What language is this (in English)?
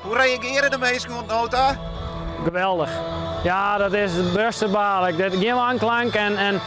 Western Frisian